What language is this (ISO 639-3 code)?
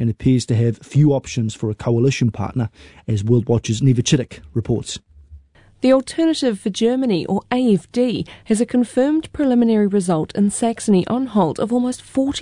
eng